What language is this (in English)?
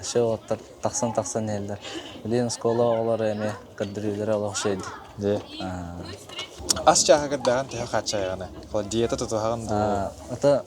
Yakut